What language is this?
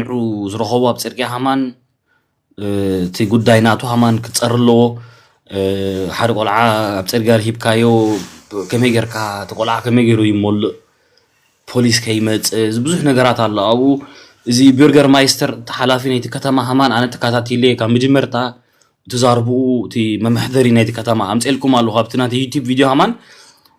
Tigrinya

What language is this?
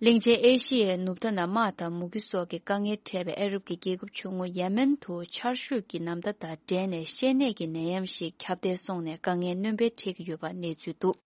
Tibetan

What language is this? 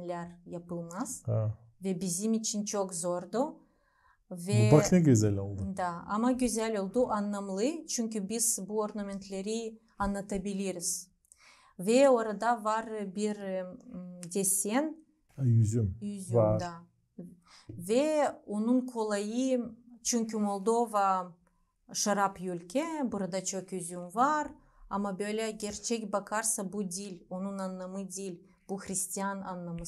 Gagauz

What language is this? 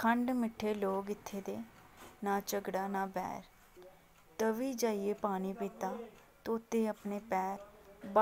Dogri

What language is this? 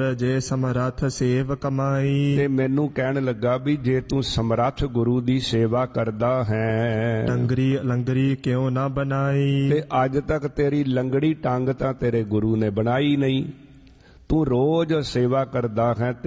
Punjabi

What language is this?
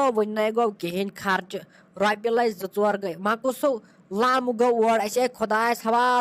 Kashmiri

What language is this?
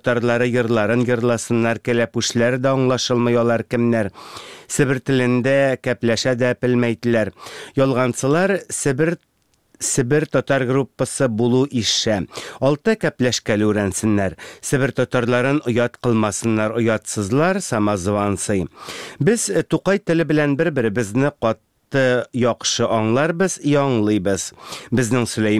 Tatar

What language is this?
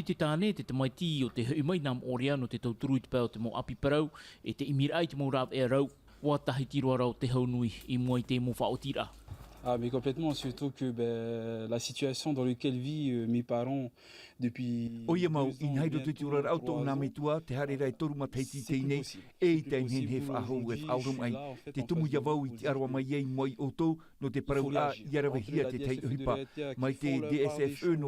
Tahitian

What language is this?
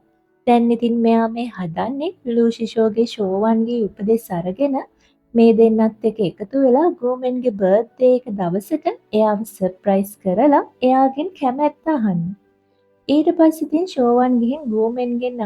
Sinhala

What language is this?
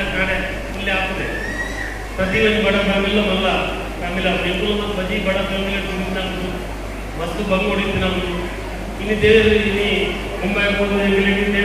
Tulu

